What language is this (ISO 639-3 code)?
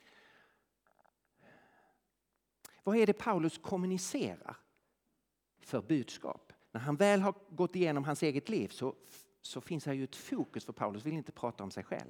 swe